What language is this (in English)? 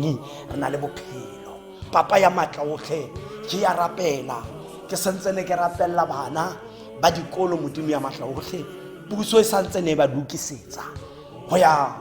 Tswana